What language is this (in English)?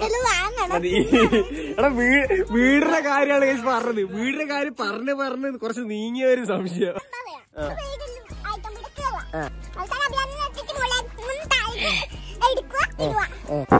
Malayalam